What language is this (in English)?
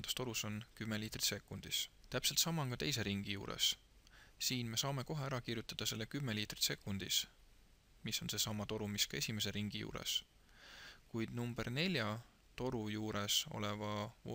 Estonian